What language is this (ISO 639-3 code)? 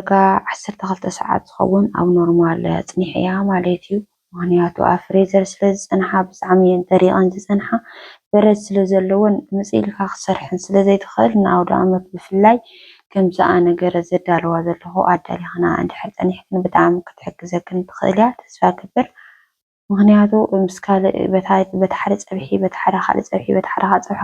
tir